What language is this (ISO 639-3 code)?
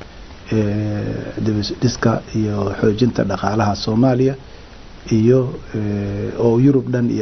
som